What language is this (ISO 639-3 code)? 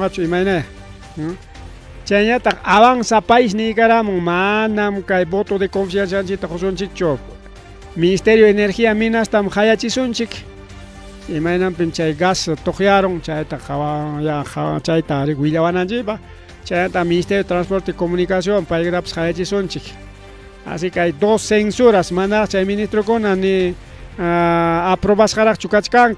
quy